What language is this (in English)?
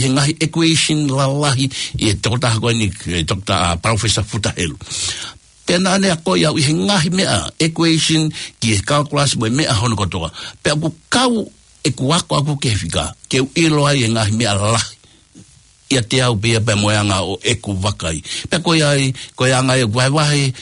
Tongan